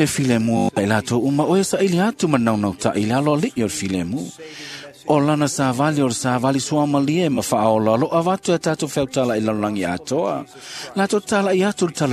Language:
Samoan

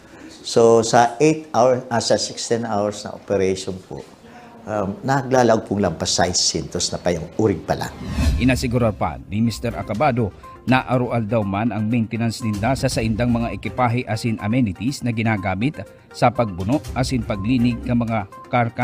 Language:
Bikol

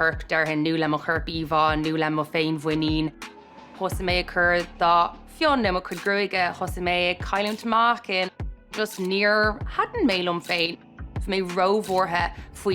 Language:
Irish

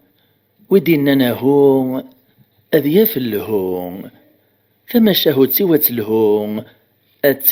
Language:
Kabyle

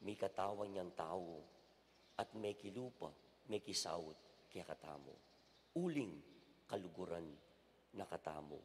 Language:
Pampanga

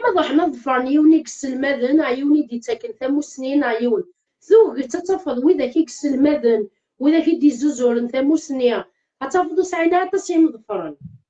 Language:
Kabyle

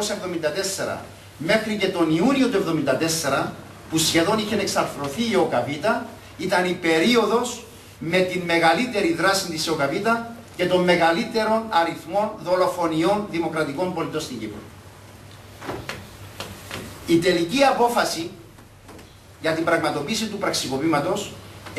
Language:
Greek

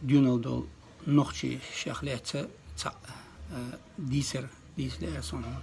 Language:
Chechen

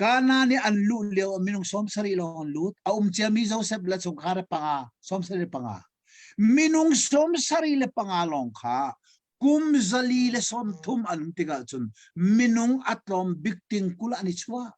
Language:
Hakha Chin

